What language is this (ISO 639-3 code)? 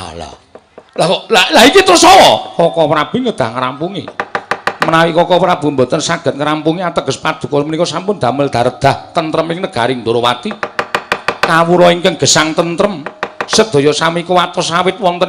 jav